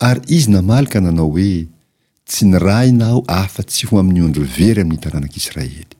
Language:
Malagasy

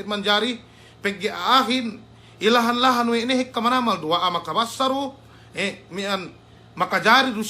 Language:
Yakan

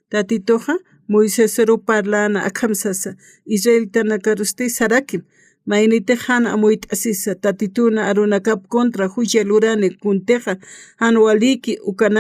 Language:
Aymara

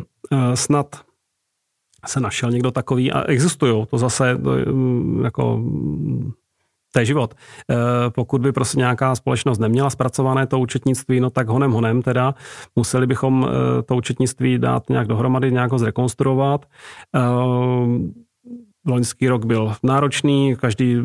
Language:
Czech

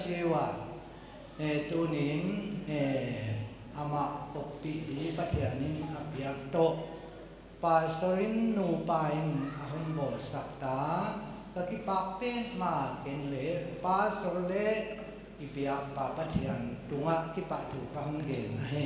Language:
Paite Chin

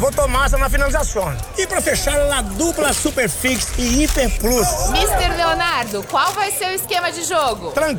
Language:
Portuguese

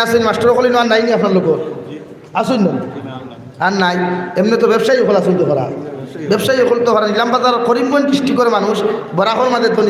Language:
Sylheti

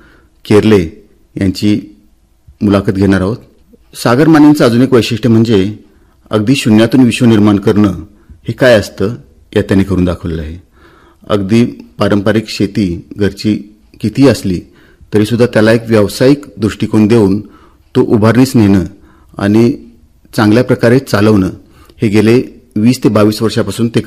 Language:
Marathi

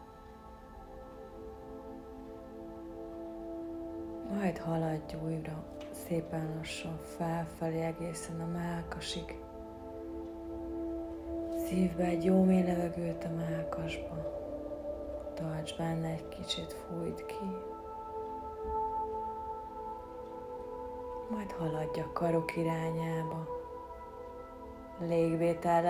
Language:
Hungarian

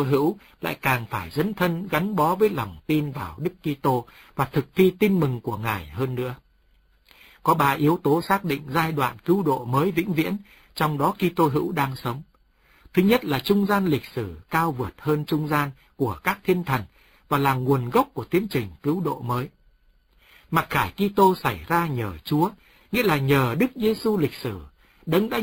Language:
Vietnamese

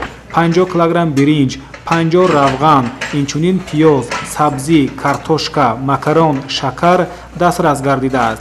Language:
Tajik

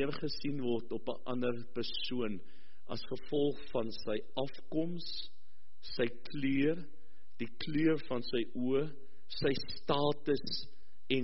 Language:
Afrikaans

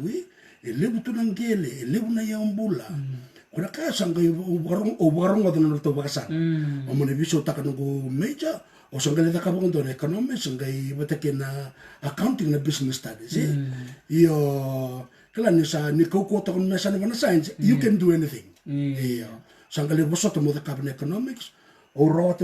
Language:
Fijian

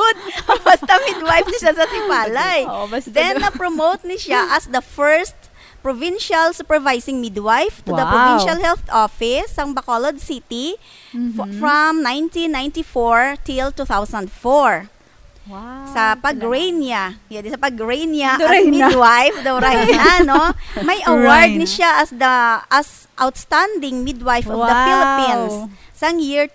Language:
Hiligaynon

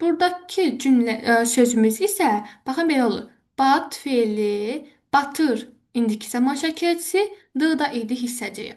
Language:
Azerbaijani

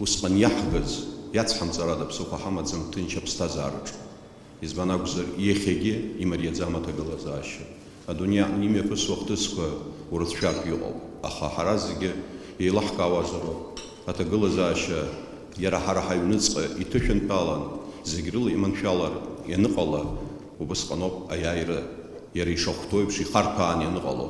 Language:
Abkhazian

